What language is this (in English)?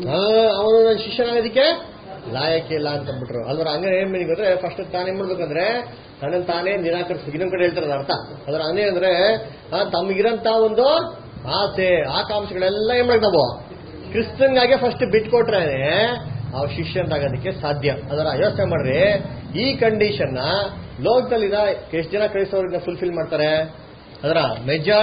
Kannada